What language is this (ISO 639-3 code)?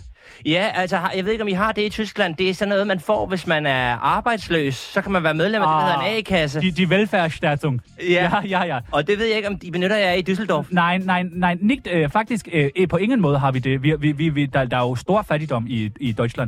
dan